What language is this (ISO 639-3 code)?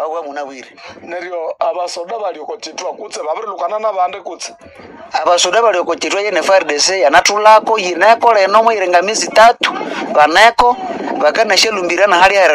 nnb